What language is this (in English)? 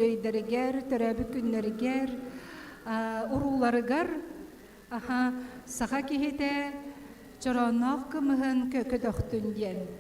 Yakut